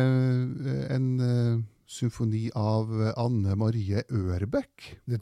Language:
Norwegian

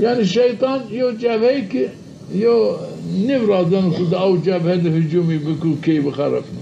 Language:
Zaza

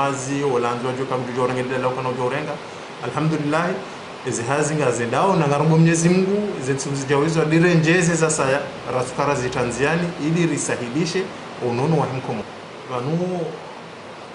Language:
Ngazidja Comorian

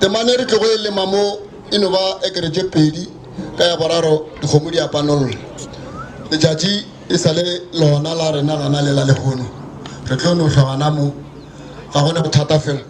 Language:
Northern Sotho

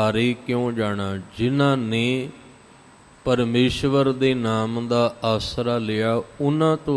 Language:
Punjabi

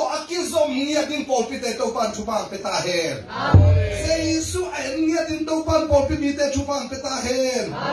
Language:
Tedim Chin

